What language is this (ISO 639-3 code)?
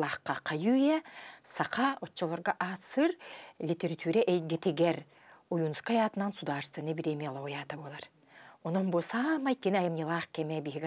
sah